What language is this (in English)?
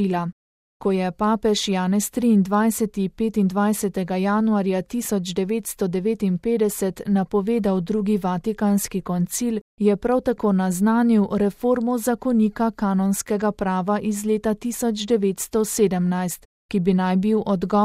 Slovenian